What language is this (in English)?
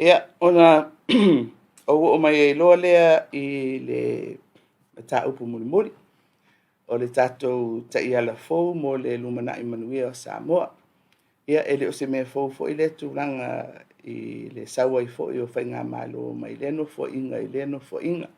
Samoan